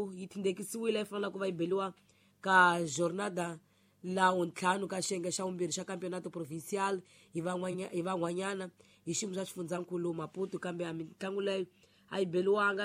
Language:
Tsonga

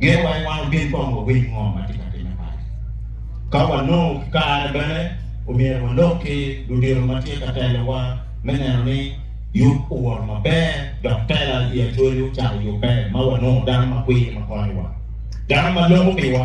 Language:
Acoli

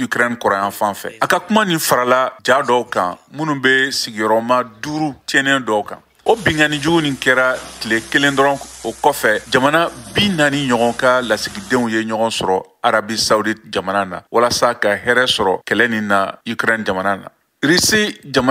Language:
Bambara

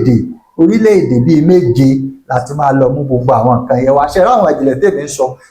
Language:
Yoruba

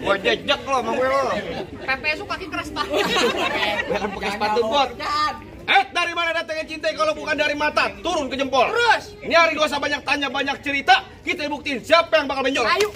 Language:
Betawi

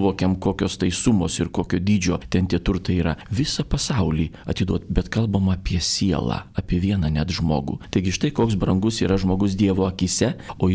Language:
Lithuanian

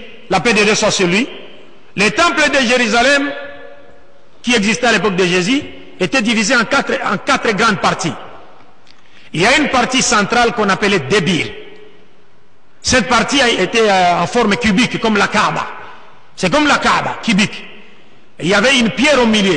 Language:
French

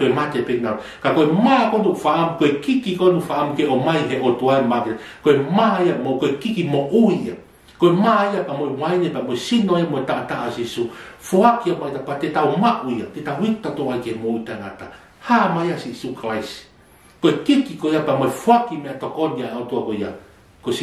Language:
Tongan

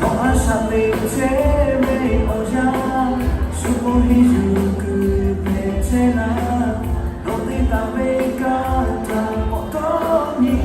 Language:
Lahu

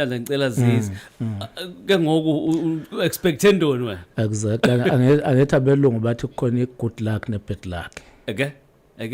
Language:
Zulu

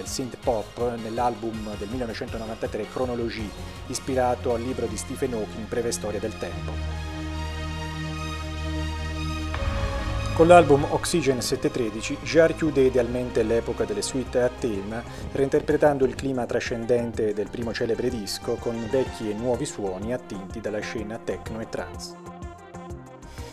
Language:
Italian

